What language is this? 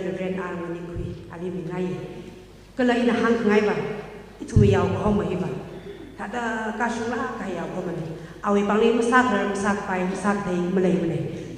Tangkhul Naga (India)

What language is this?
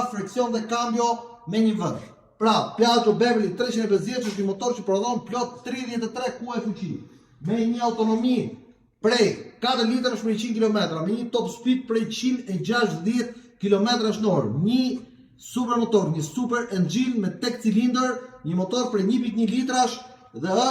Albanian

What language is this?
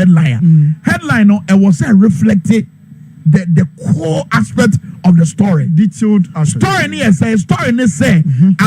Akan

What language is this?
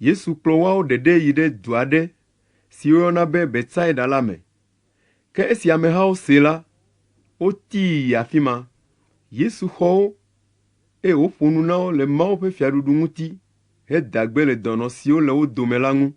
Ewe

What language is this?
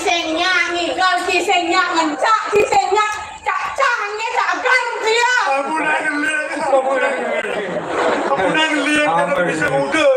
Balinese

